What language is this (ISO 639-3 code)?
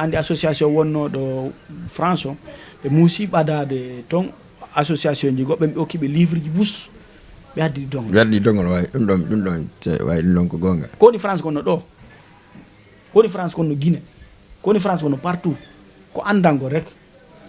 ful